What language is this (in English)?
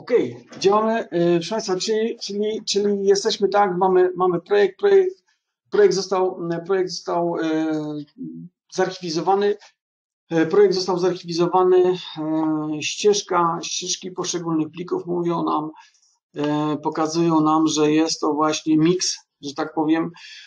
Polish